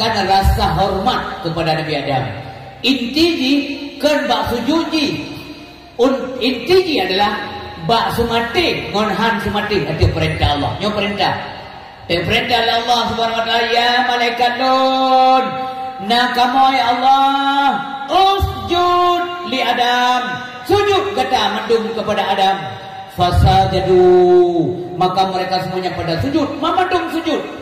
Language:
Achinese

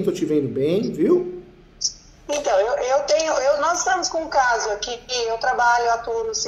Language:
Portuguese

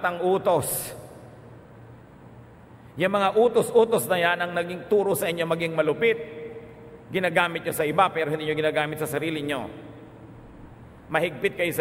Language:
Filipino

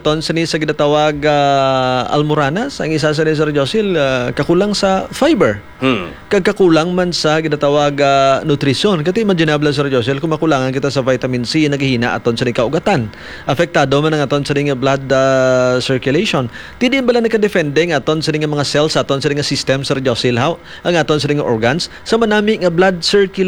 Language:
Hiligaynon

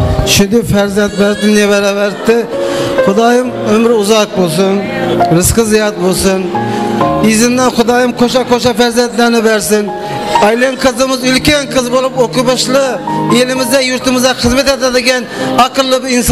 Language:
Kara-Kalpak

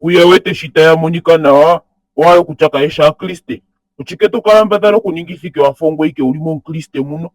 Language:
Ndonga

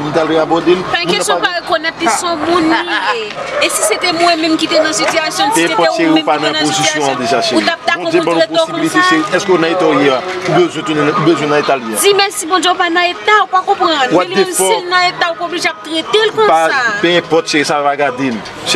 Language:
Haitian Creole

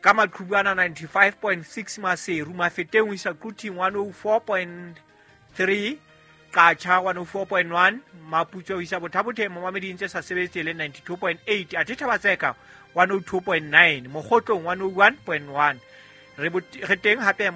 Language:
Southern Sotho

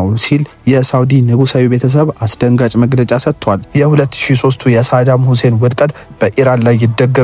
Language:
Amharic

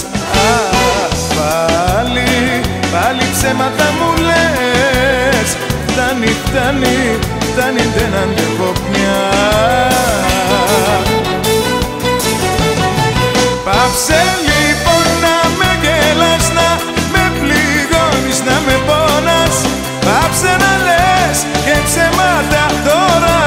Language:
Greek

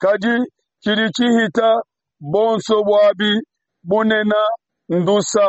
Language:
Luba-Lulua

